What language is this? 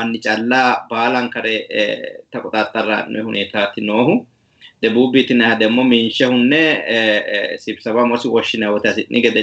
Sidamo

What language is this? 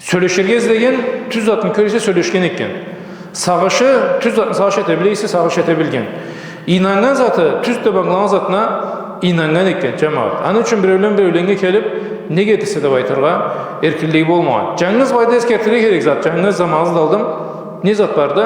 Karachay-Balkar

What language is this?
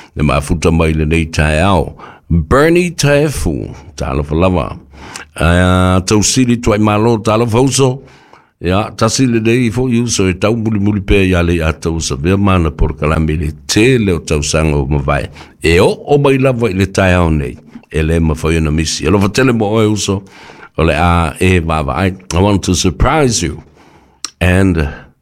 Samoan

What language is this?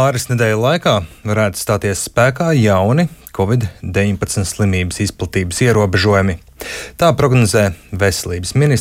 Latvian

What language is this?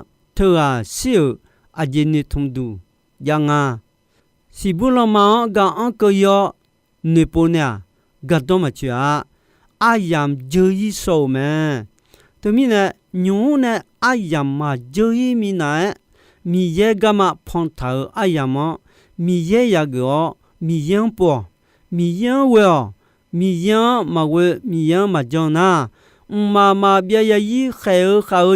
Akha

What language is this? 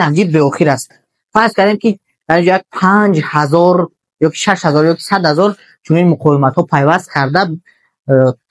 Tajik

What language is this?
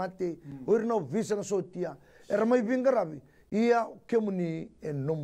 Fijian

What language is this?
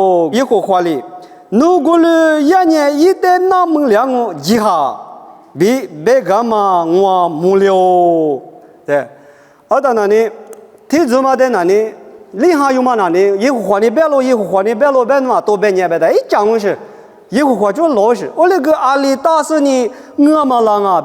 Lisu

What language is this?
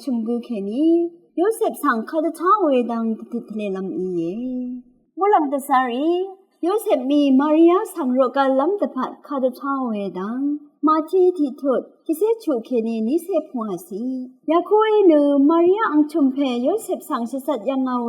Rawang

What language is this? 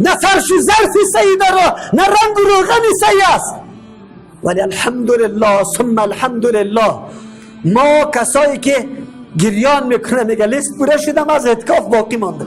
Persian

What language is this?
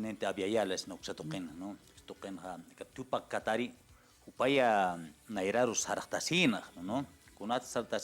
Aymara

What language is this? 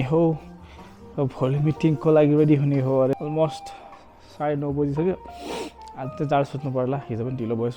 Nepali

